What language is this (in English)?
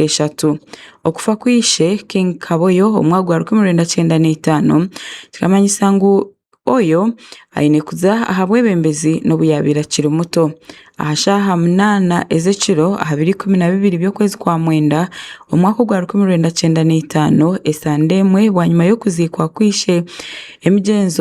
Tooro